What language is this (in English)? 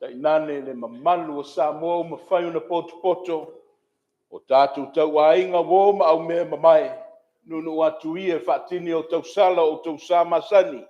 Samoan